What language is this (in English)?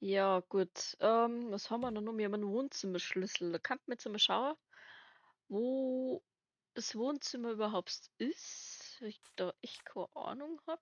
Bavarian